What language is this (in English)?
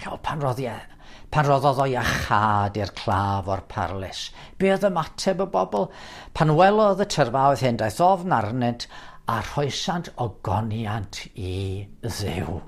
Welsh